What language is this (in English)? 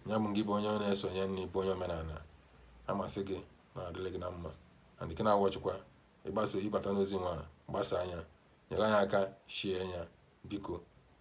Igbo